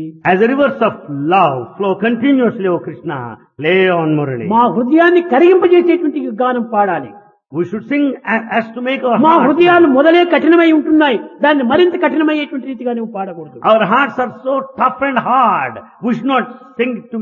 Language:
Telugu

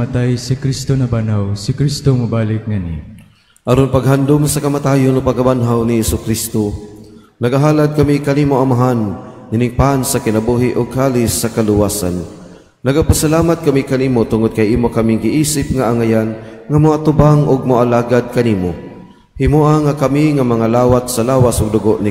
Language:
Cebuano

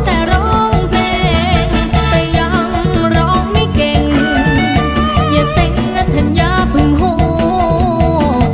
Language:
Thai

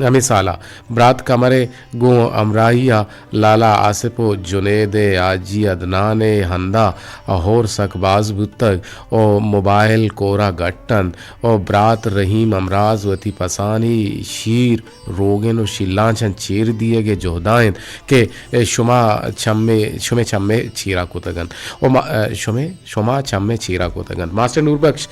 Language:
Eastern Balochi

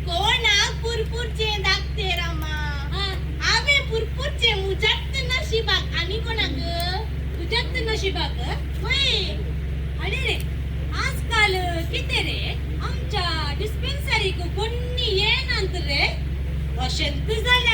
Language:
Konkani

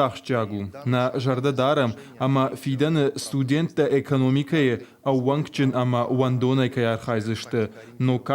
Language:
Ossetic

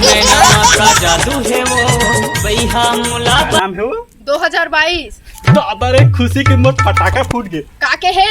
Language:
Chhattisgarhi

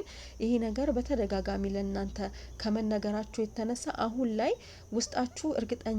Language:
Amharic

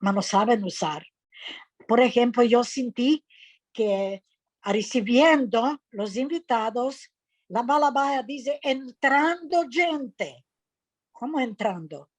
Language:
Ladino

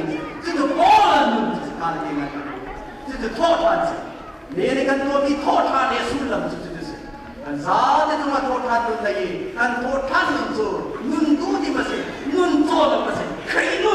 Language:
Hakha Chin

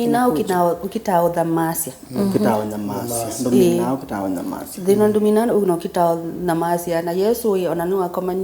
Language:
Kamba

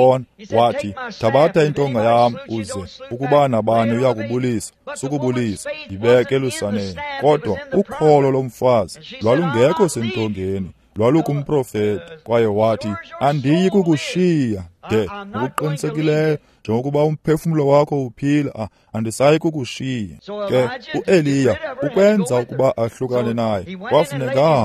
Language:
Xhosa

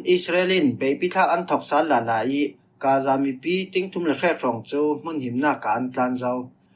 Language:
Falam Chin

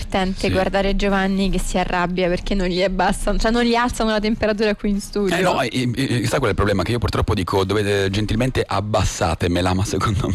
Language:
Italian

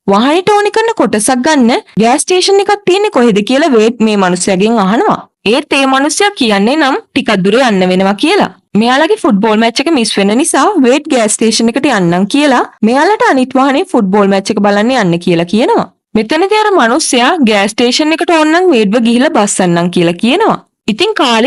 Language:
Sinhala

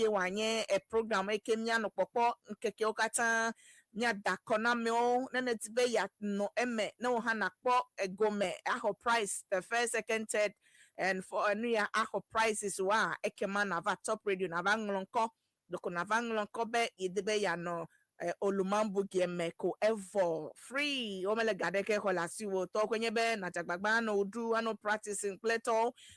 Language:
Ewe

